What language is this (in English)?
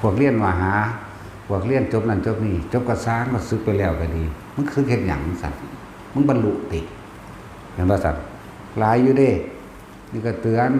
Northeastern Thai